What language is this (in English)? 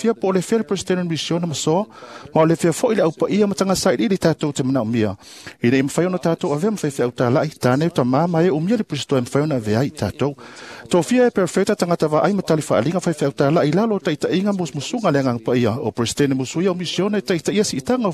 Samoan